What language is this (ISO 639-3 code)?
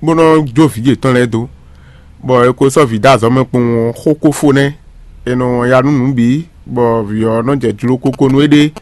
fon